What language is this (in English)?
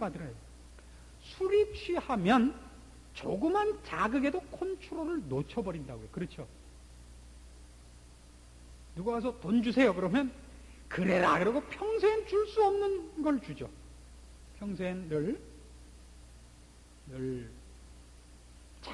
Korean